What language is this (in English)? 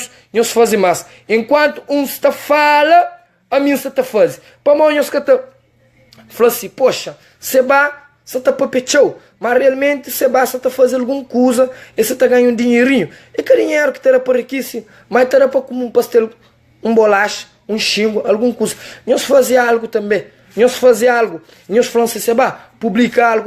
Kabuverdianu